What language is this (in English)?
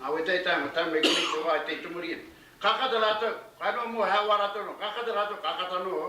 Māori